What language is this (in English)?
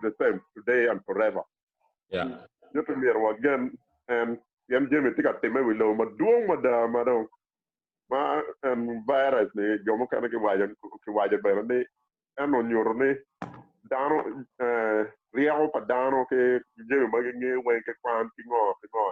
Acoli